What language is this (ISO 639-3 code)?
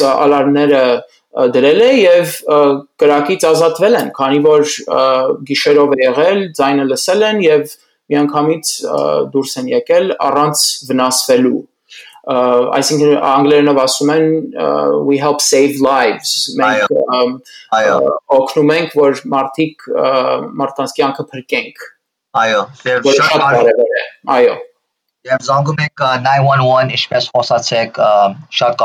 hye